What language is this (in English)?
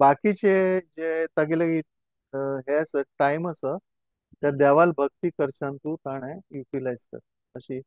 Konkani